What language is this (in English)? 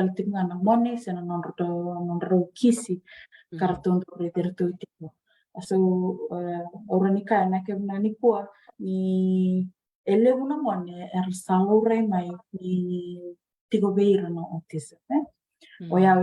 Fijian